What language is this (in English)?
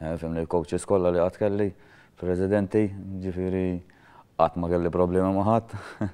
Maltese